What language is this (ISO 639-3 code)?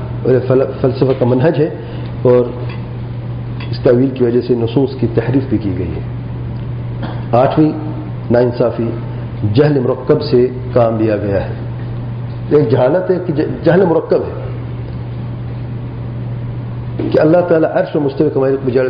urd